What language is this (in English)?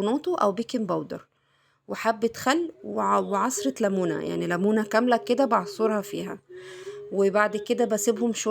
Egyptian Arabic